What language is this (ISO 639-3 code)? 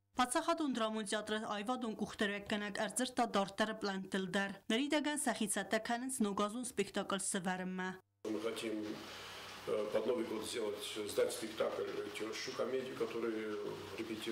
oss